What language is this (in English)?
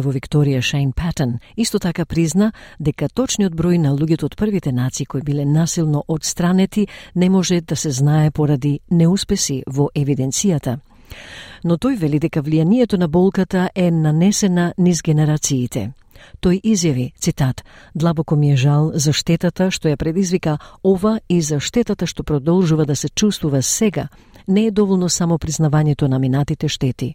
Macedonian